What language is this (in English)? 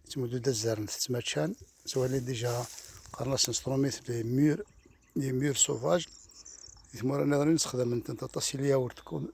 Kabyle